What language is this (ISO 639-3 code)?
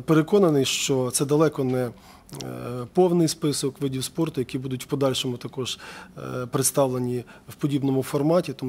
ukr